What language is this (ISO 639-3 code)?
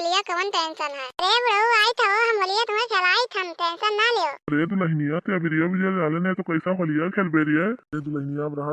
awa